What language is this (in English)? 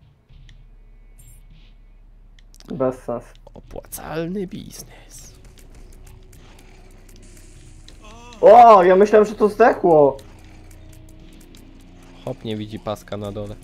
Polish